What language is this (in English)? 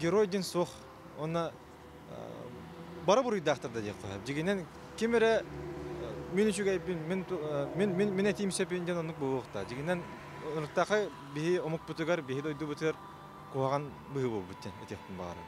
Yakut